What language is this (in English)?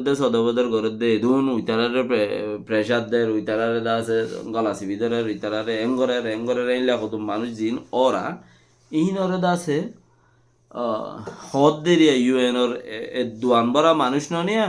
Rohingya